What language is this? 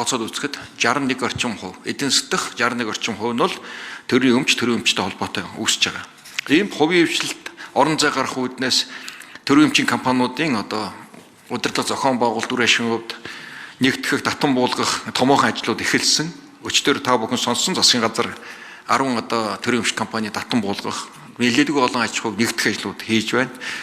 Mongolian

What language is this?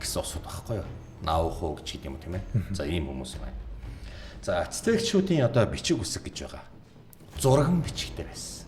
Mongolian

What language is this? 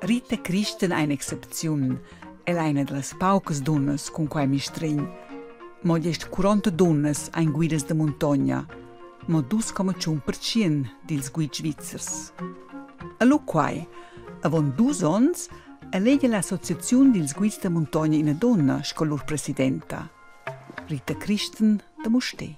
Romansh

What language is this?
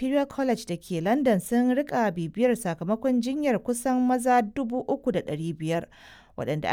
Hausa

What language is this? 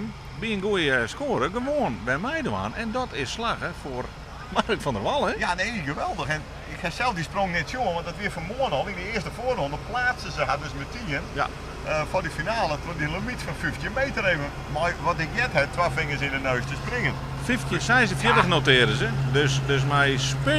Western Frisian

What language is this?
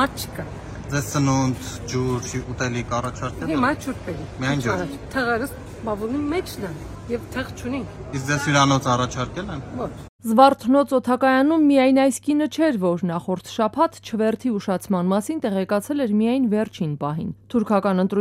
Armenian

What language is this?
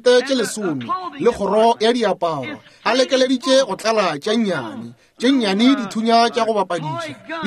Northern Sotho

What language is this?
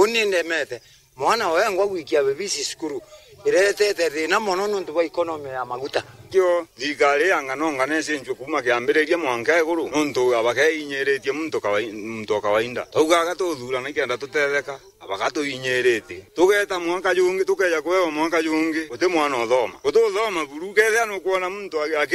Meru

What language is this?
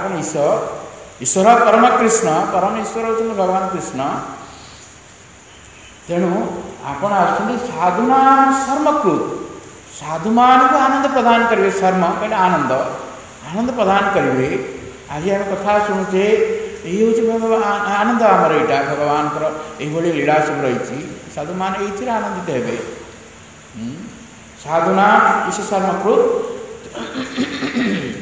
Odia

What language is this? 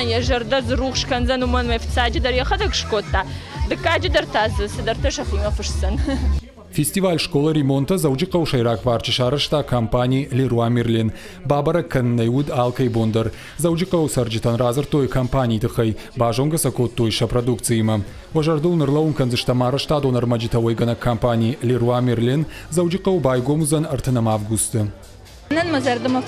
Ossetic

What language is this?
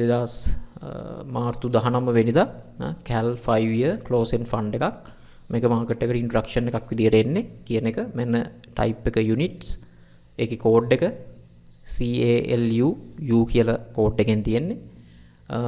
Sinhala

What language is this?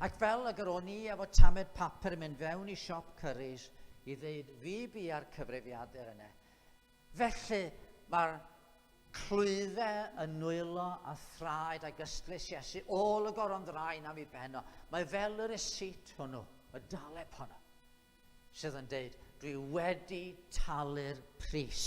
Welsh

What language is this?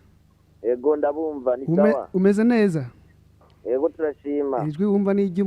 Rundi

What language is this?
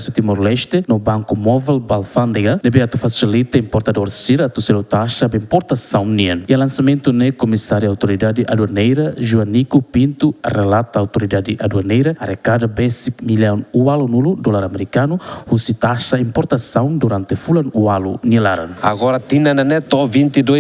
Tetum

